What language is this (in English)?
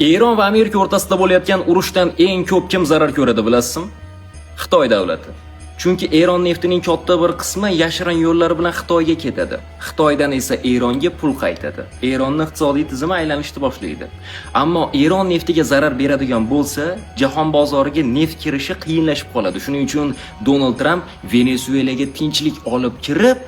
Uzbek